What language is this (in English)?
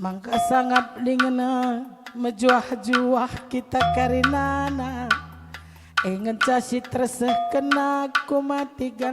Batak Karo